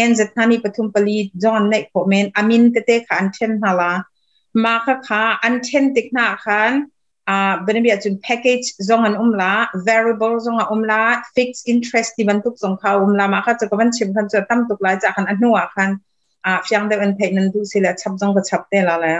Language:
Hakha Chin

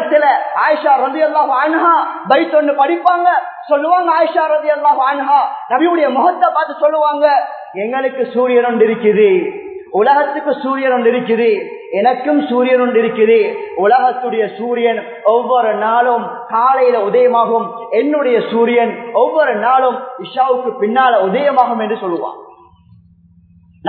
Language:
Tamil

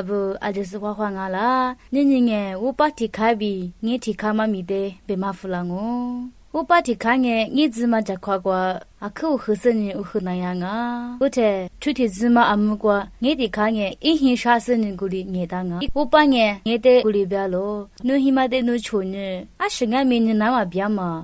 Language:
Lisu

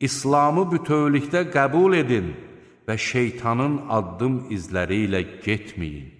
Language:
Azerbaijani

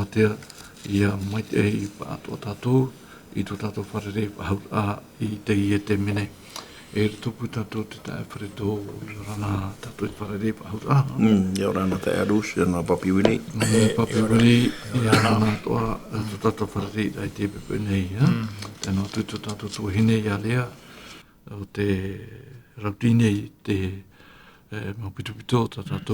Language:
Tahitian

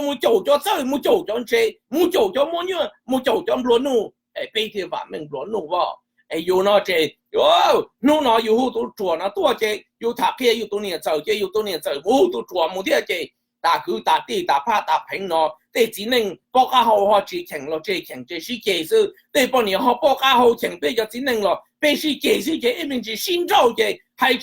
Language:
Hmong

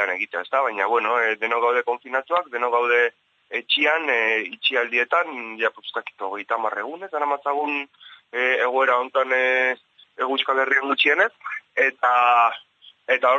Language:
Basque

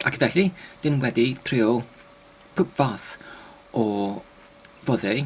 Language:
Welsh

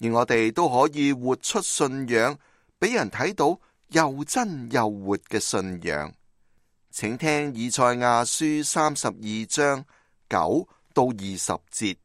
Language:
Cantonese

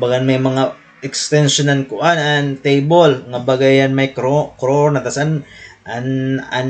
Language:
Waray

